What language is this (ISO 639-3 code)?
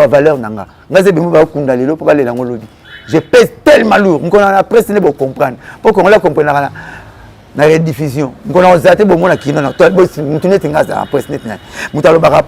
lin